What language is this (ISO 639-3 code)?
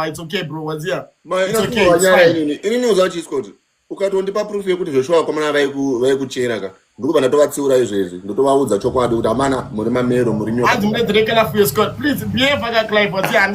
sna